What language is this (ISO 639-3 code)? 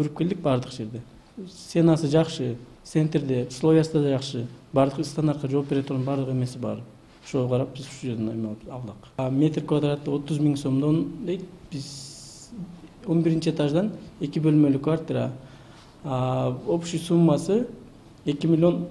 kir